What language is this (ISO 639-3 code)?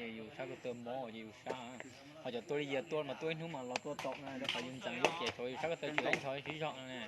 hmn